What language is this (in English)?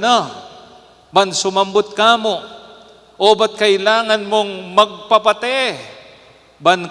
Pampanga